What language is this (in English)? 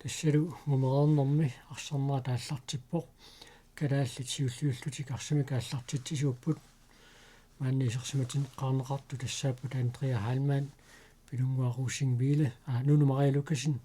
Kalaallisut